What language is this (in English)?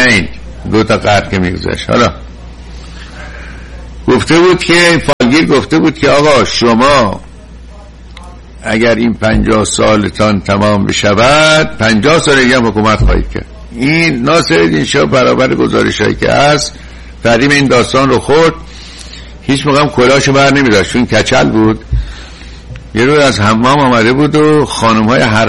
Persian